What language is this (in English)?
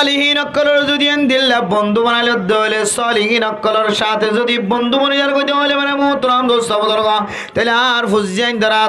Rohingya